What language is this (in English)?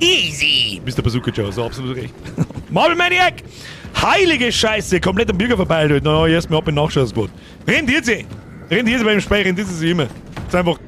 Bavarian